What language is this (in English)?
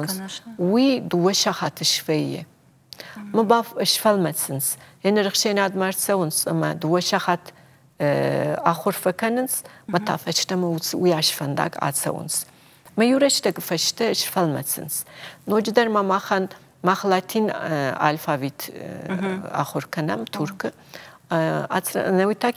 Ossetic